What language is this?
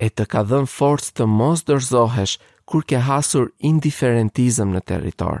Albanian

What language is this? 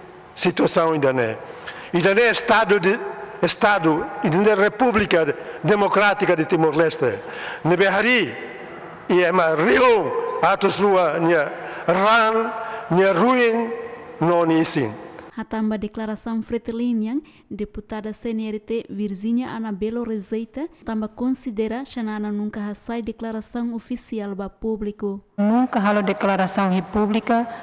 Tetum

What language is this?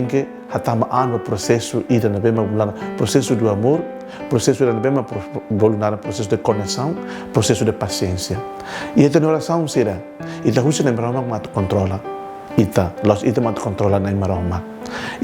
Tetum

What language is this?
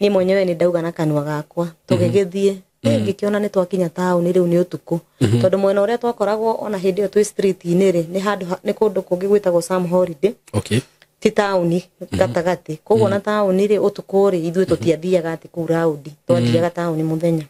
Kikuyu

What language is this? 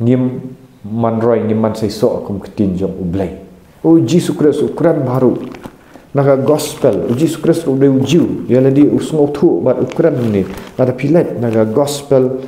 Khasi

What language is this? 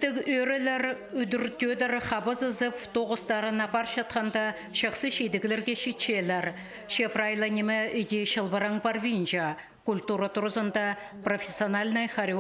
Khakas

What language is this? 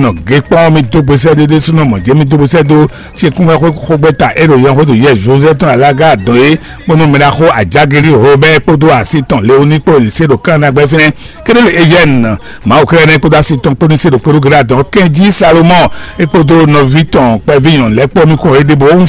Fon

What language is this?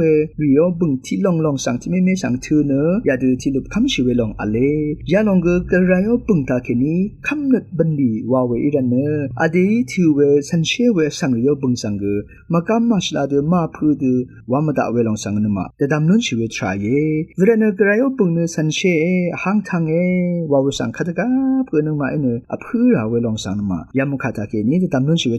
Rawang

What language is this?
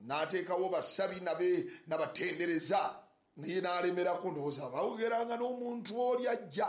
Ganda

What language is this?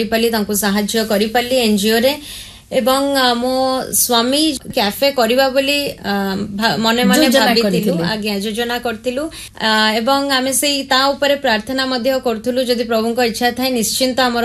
Odia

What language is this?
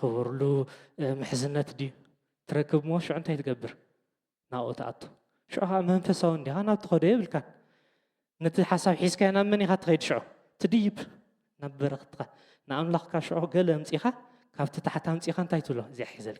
Tigrinya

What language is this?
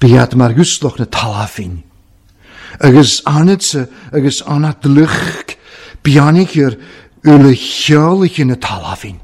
Welsh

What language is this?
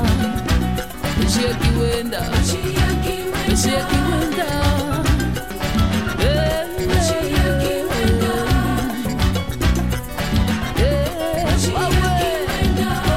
Swahili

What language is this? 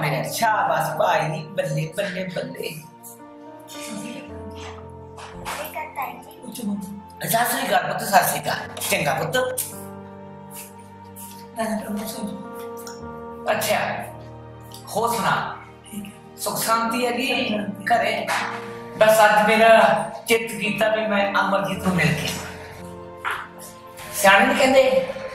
Punjabi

